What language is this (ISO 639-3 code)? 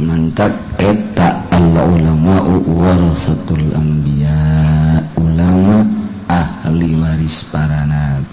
sun